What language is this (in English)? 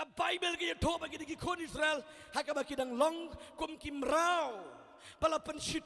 Khasi